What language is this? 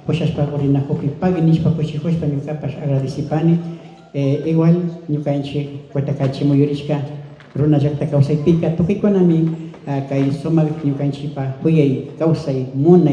Imbabura Highland Quichua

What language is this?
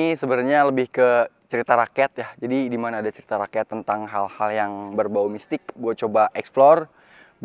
Indonesian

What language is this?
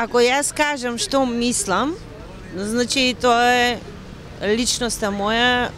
Macedonian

